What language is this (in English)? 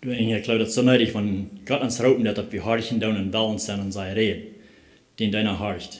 Plautdietsch